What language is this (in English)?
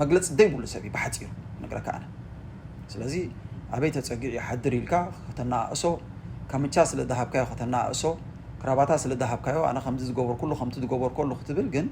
Tigrinya